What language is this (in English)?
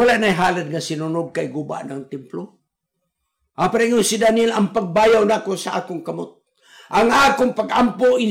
Cebuano